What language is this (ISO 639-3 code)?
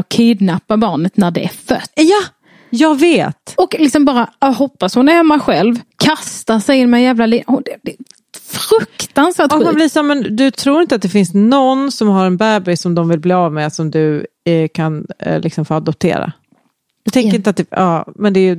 swe